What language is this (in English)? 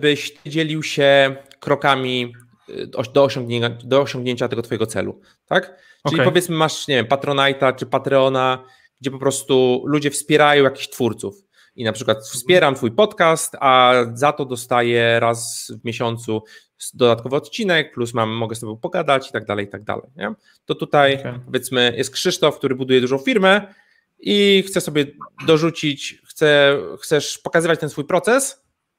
Polish